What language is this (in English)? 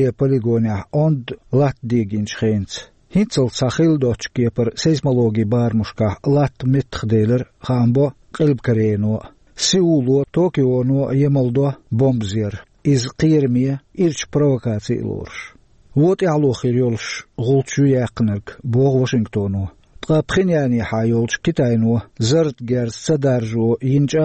Chechen